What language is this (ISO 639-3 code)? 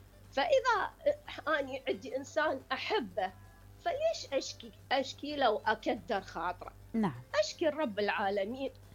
acm